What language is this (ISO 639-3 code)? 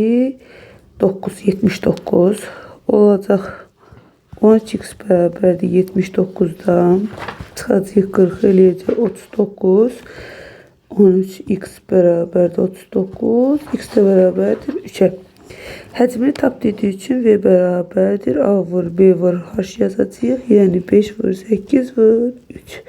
aze